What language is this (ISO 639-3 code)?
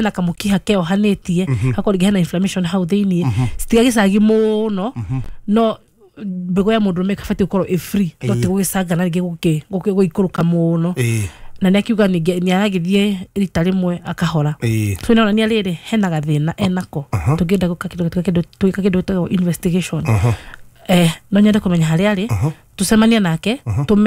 kik